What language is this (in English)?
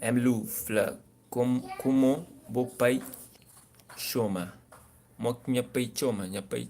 Kabuverdianu